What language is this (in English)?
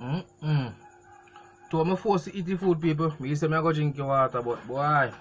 Jamaican Creole English